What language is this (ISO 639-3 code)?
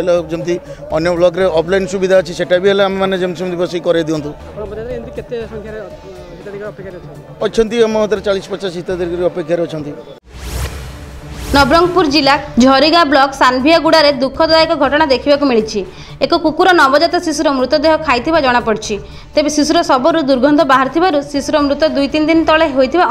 ori